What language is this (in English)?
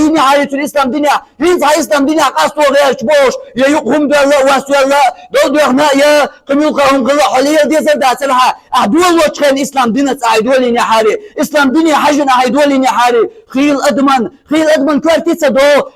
Chechen